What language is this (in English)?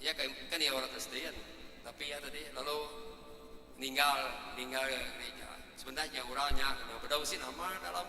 Iban